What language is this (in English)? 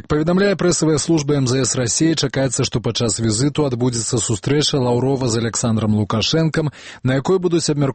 Belarusian